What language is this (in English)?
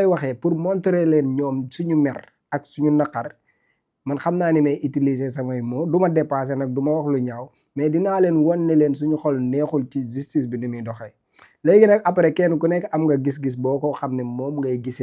Wolof